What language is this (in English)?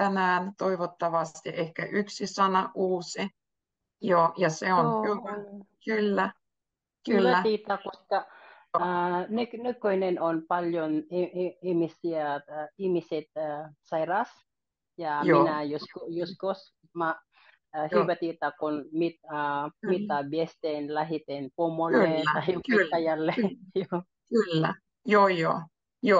Finnish